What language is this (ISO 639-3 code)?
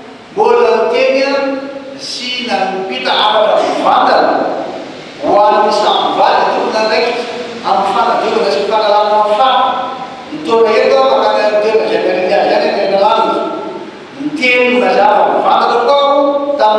mlg